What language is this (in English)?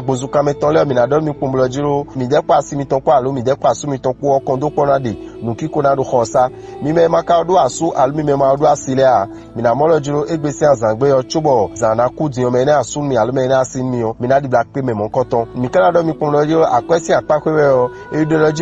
Fon